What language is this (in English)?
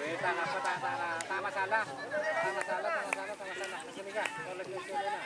Madurese